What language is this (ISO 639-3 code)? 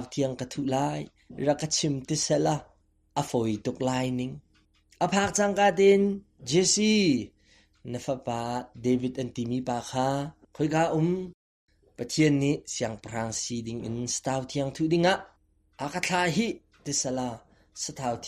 cnh